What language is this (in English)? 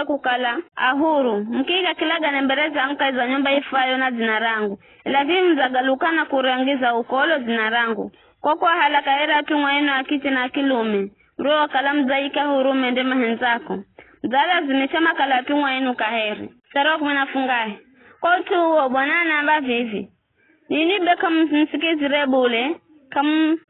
Giryama